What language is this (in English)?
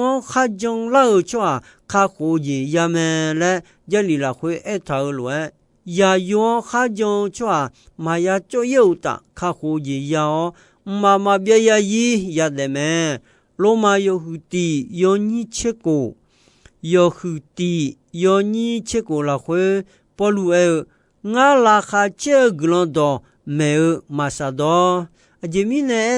Akha